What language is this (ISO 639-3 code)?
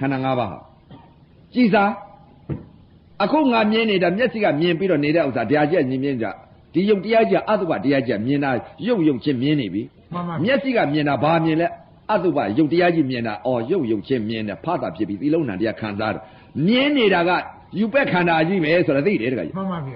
mya